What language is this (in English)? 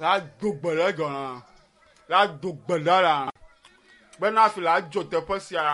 Ewe